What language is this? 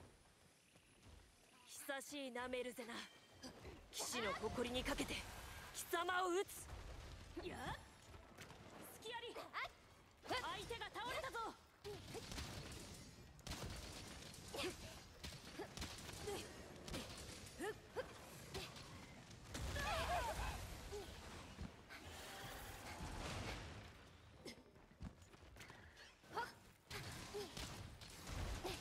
Japanese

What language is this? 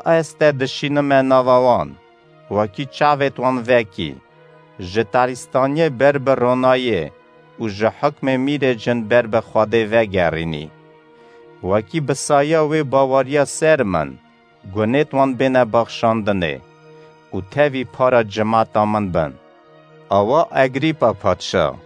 Kurdish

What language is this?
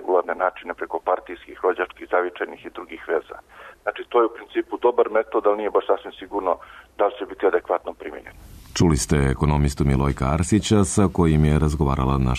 Serbian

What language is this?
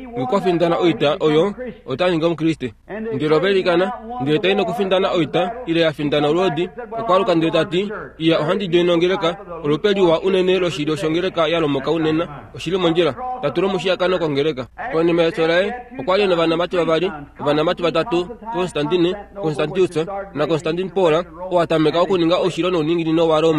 Kuanyama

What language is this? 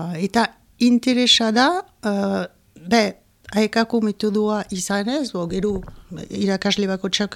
Basque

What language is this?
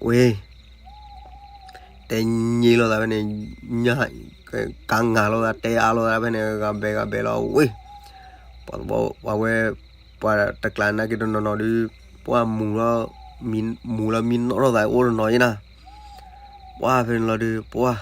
S'gaw Karen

